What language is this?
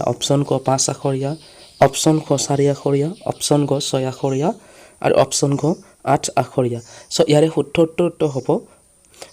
Assamese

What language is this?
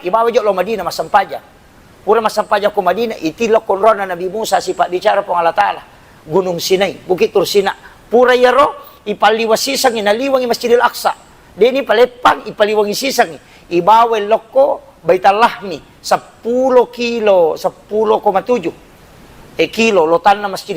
Buginese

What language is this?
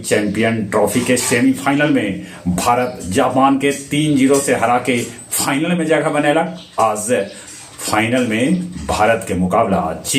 Magahi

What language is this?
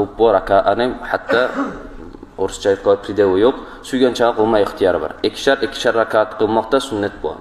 Kumyk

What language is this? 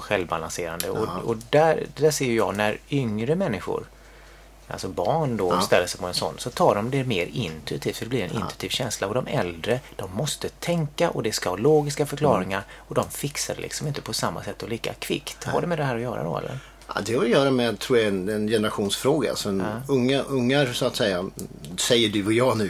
Swedish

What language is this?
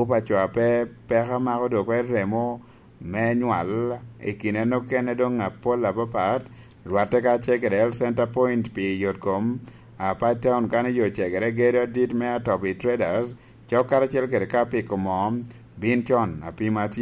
Lango (Uganda)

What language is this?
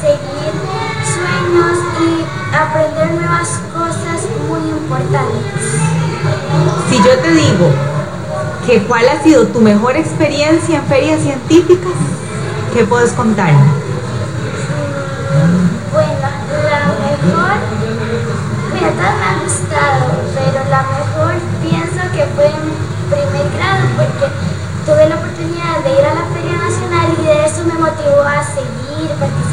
Spanish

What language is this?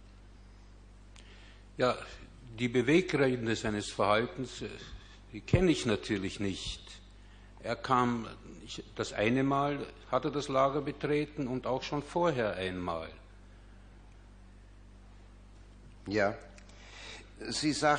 German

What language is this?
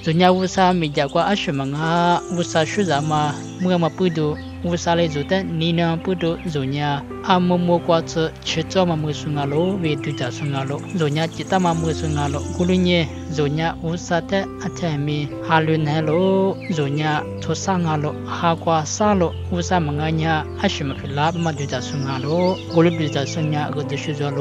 Lisu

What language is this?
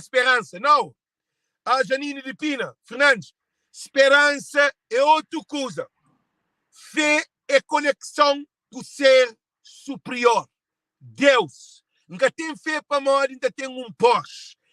Kabuverdianu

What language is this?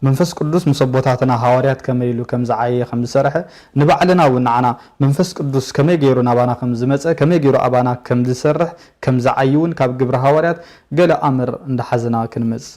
Tigrinya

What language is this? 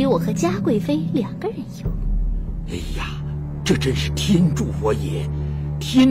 Chinese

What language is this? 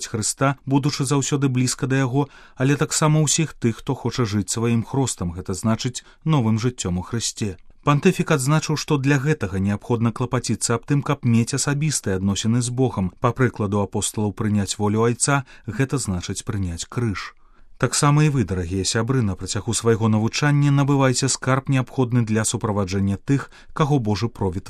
Belarusian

